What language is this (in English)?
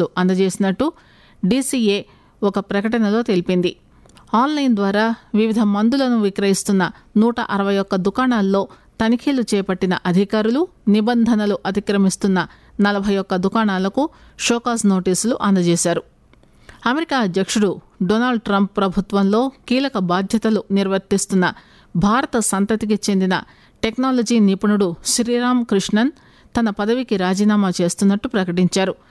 Telugu